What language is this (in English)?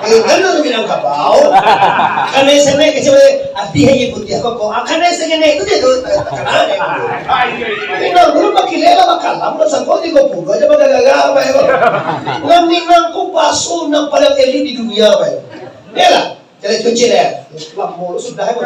Minangkabau